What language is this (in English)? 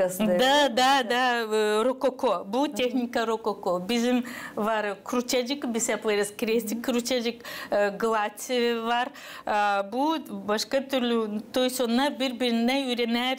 Gagauz